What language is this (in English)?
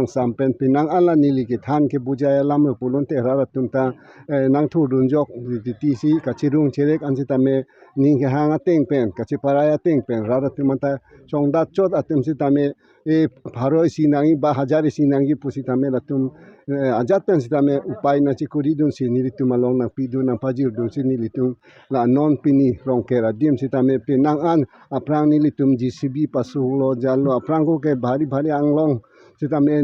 Karbi